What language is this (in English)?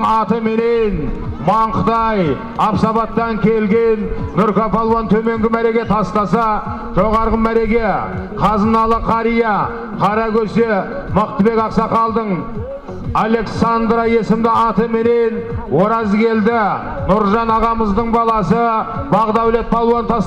Kazakh